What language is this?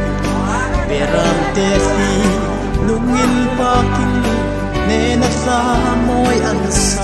Hmar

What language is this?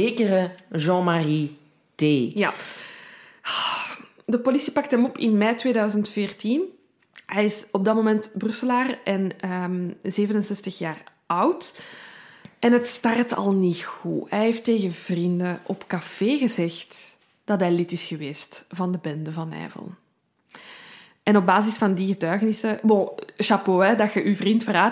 Dutch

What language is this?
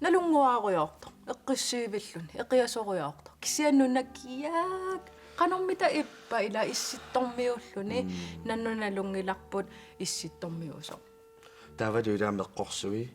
Kalaallisut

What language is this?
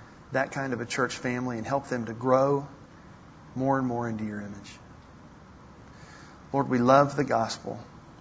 English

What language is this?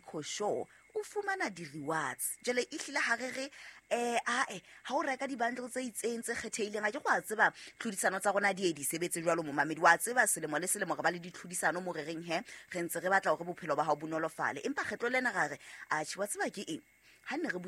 Southern Sotho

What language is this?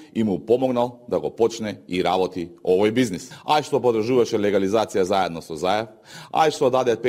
Macedonian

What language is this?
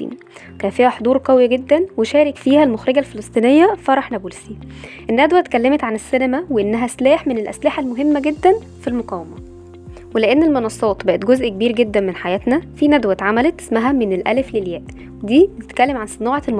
Egyptian Arabic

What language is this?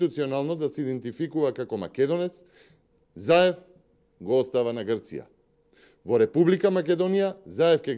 Macedonian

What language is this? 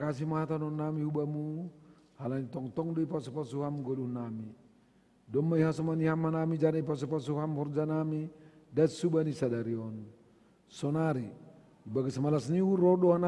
Batak Simalungun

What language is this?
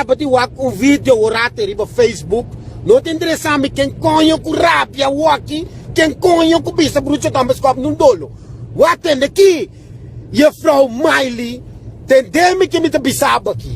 Papiamento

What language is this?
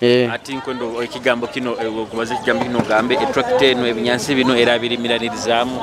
Nyoro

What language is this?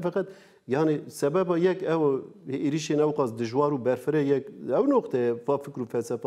Kurdish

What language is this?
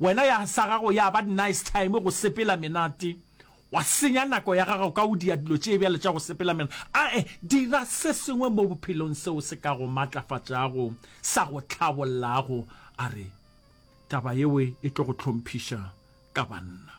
Northern Sotho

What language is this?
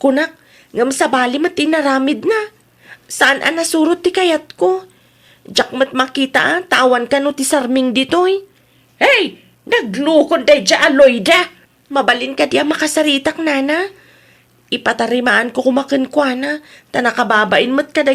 Iloko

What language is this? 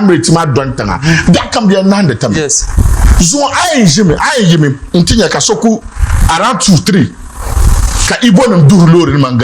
Dagbani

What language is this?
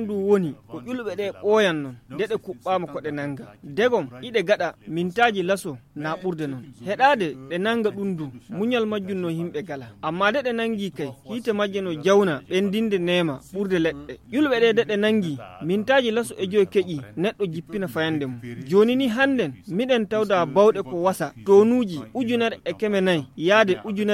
Fula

